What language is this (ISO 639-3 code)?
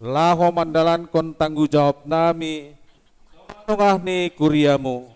bts